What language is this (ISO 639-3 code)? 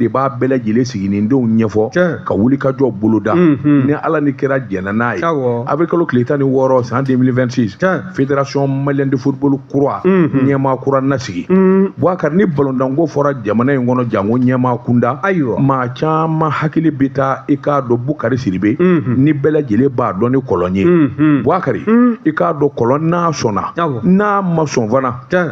bam